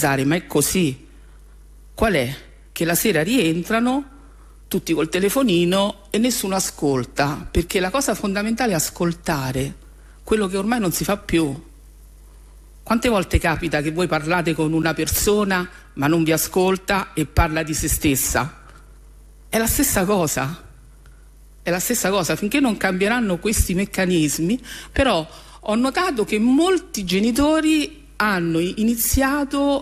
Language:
Italian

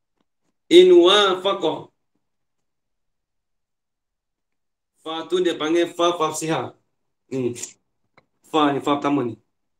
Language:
Malay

